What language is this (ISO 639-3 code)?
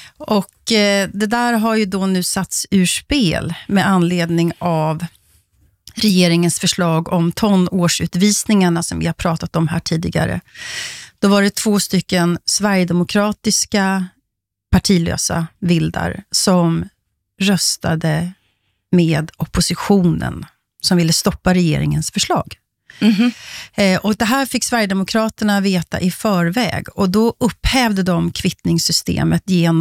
swe